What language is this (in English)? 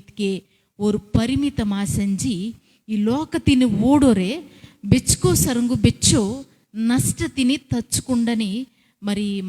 Koya